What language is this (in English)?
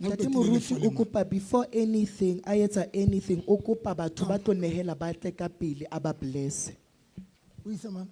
Southern Sotho